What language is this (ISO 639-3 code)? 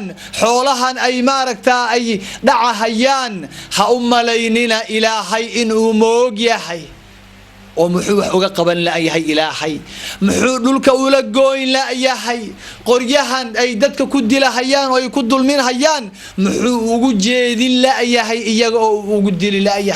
som